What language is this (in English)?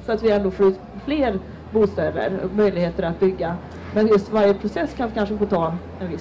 Swedish